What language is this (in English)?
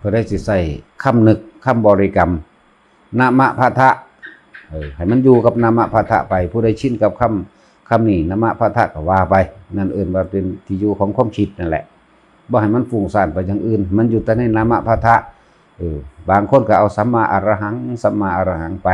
Lao